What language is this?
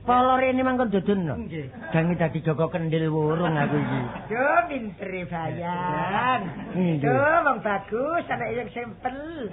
Javanese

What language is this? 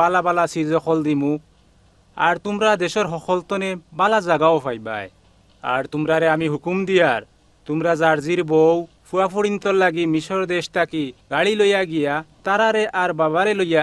Sylheti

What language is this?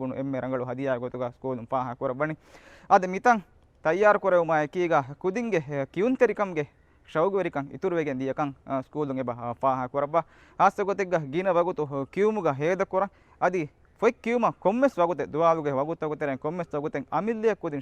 Divehi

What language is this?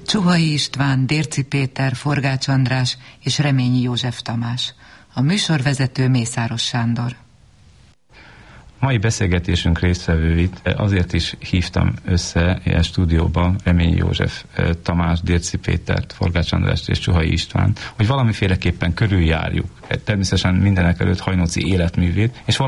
Hungarian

